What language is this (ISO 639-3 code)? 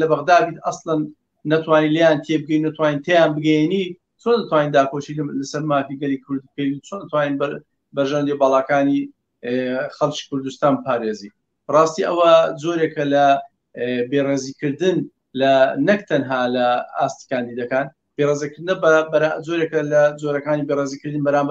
ckb